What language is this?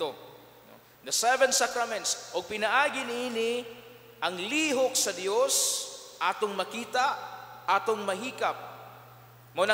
Cebuano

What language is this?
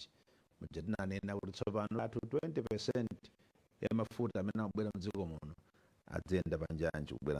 Nyanja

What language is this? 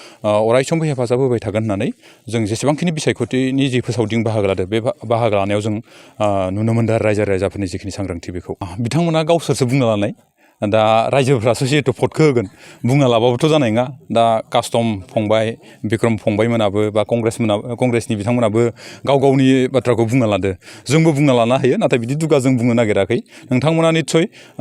Bodo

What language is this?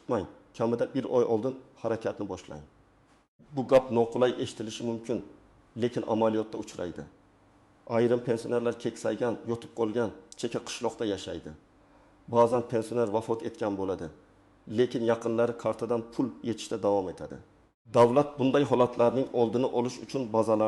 Uzbek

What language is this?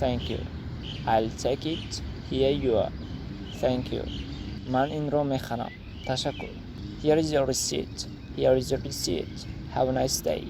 Tajik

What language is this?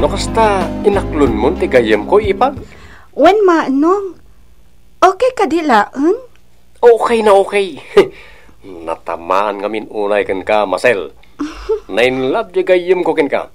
Iloko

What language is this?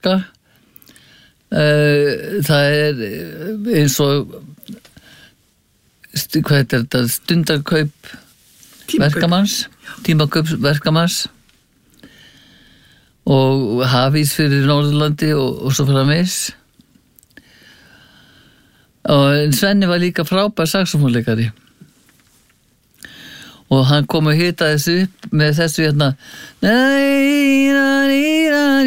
Icelandic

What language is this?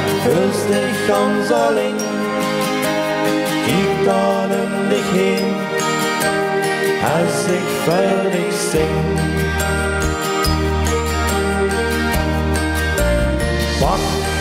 Dutch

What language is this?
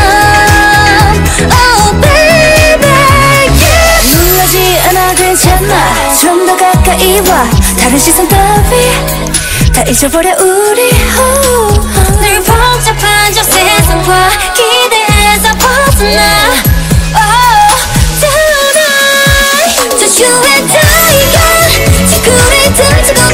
Korean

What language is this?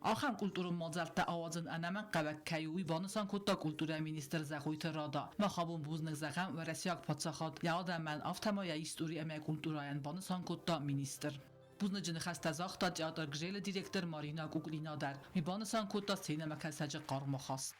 Ossetic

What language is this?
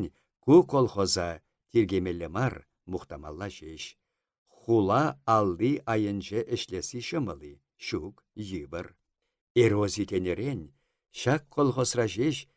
Chuvash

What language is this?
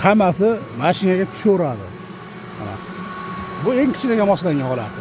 Uzbek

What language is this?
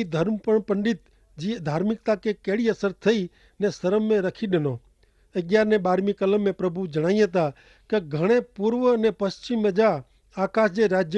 Kachhi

